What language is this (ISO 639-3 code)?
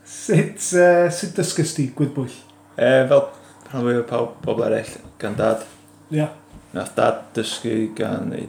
cym